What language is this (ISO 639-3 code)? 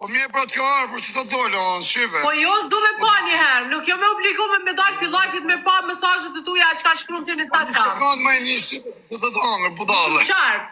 sqi